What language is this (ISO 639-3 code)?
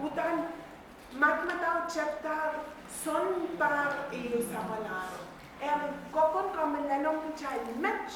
pon